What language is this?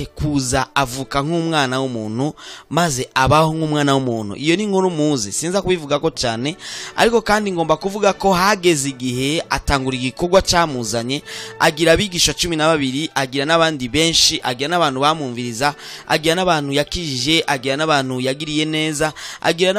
Rundi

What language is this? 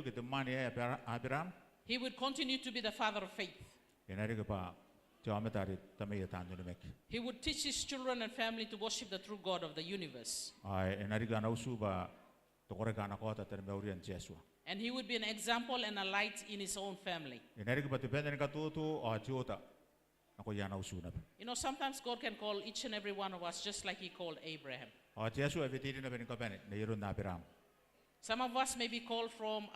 Gilbertese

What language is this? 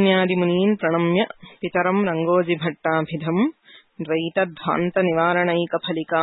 Sanskrit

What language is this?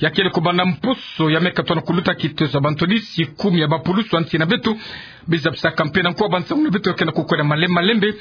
Kituba (Democratic Republic of Congo)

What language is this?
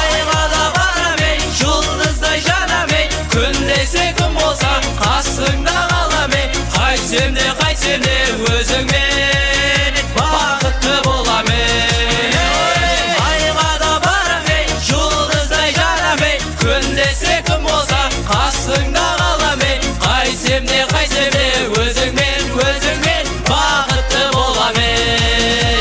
Kara-Kalpak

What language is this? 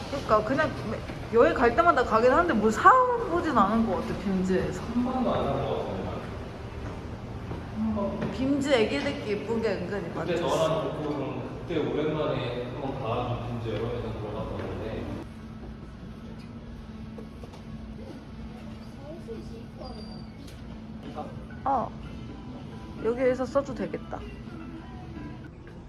Korean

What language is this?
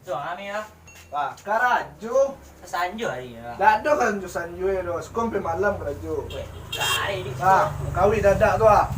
Minangkabau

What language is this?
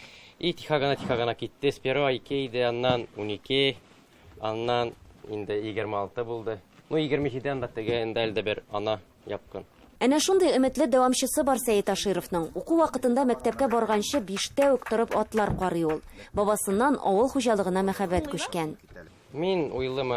Tatar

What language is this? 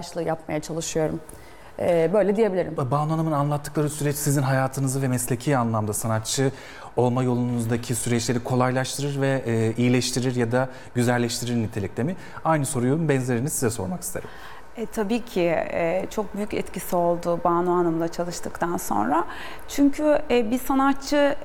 Turkish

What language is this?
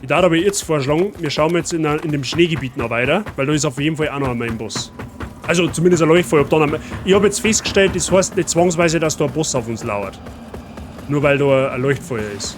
Bavarian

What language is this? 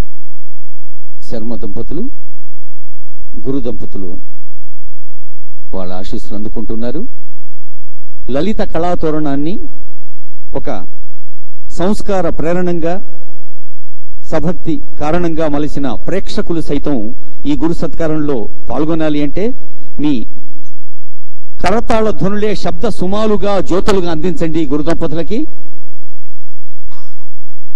Telugu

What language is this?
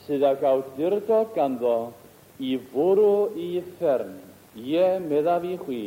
Welsh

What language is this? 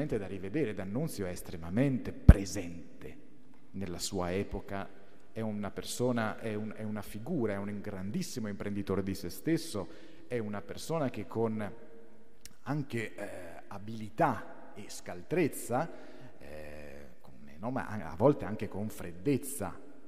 Italian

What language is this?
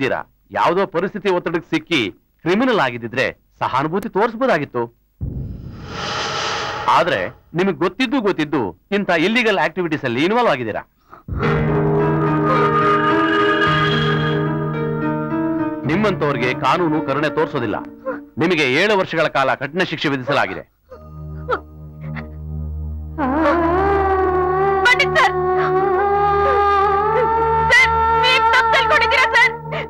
Kannada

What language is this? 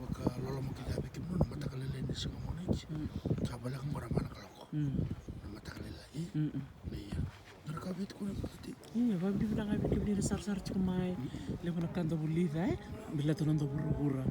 Fijian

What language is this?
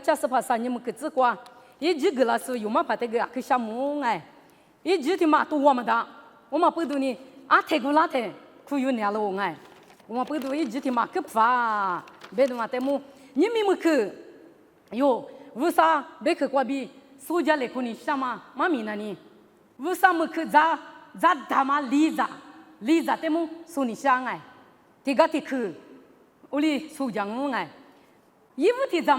Lisu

